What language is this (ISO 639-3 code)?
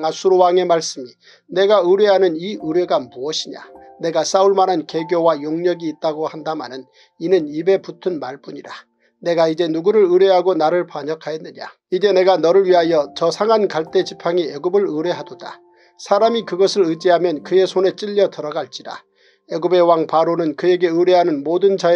kor